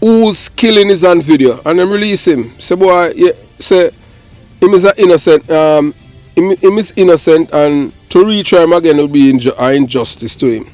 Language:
Jamaican Creole English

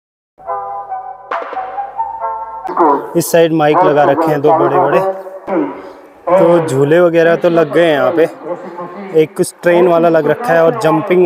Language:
Hindi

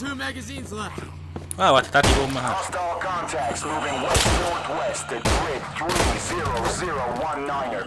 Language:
Swiss German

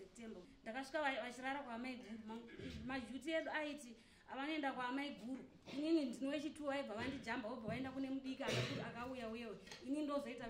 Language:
Shona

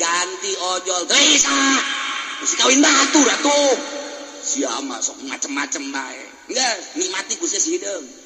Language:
Sundanese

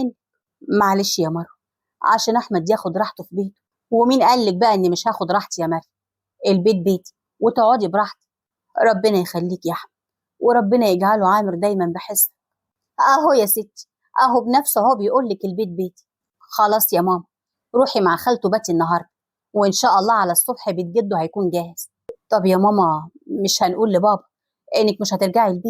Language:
Egyptian Arabic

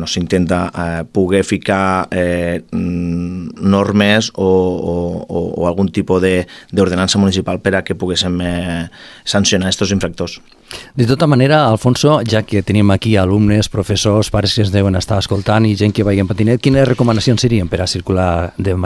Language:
Catalan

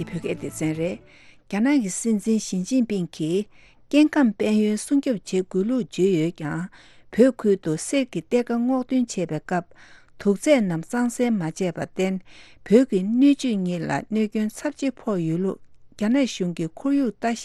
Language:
Tibetan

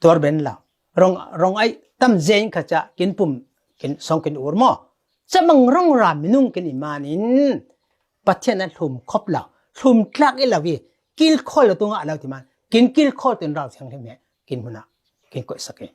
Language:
Falam Chin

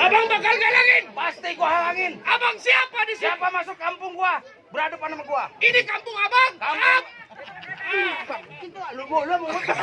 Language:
Betawi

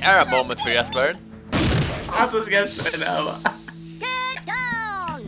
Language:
Faroese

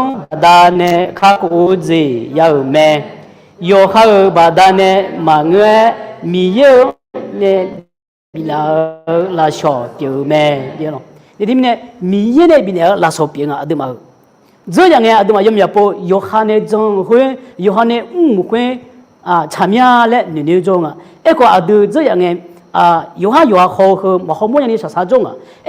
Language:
Akha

